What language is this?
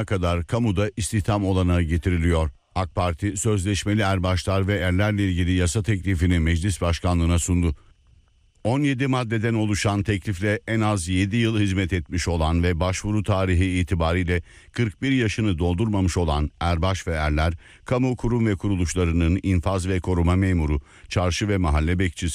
Turkish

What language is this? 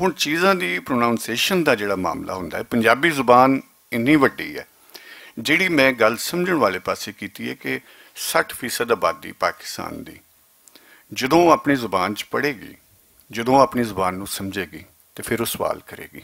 Western Panjabi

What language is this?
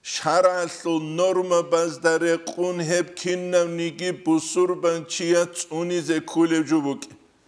Avaric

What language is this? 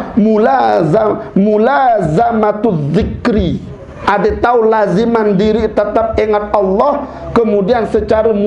Sasak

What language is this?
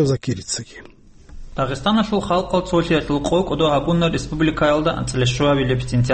Avaric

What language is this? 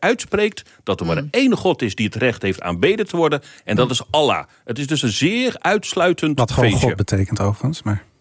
Dutch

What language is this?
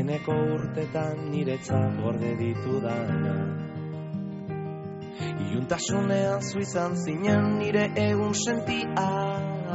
Basque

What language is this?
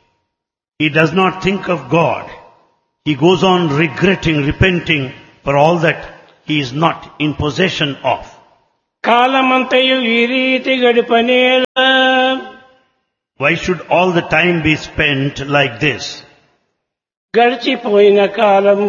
Telugu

